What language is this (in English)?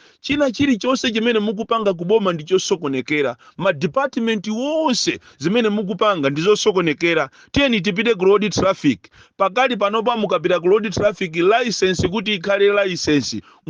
Nyanja